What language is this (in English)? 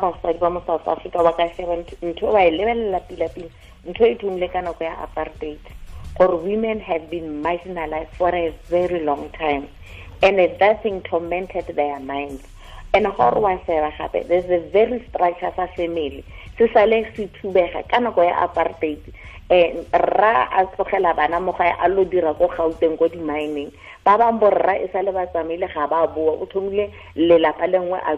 Tswana